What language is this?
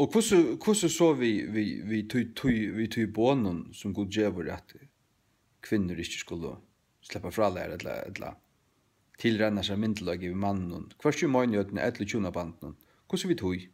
Faroese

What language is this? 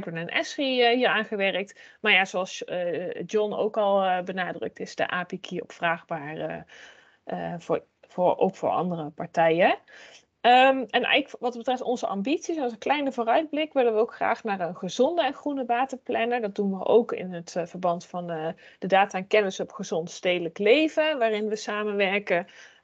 Dutch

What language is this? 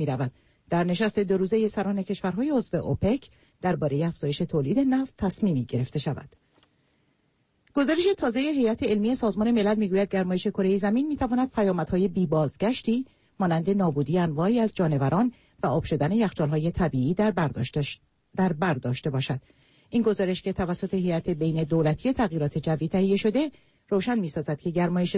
Persian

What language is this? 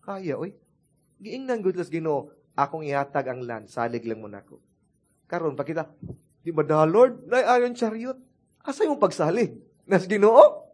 Cebuano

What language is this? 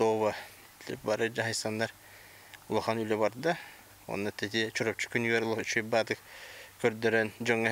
Yakut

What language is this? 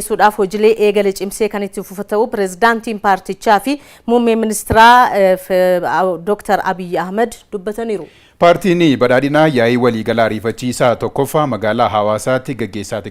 Oromo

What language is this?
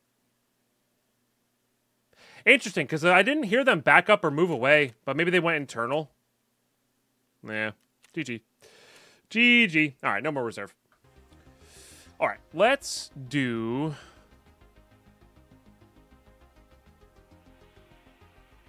English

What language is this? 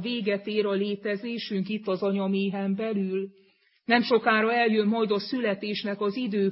Hungarian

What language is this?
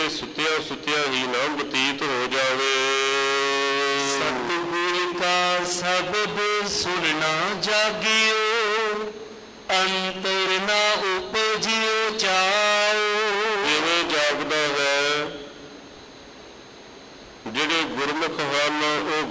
Punjabi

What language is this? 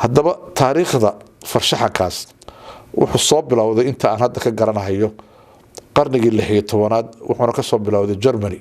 Somali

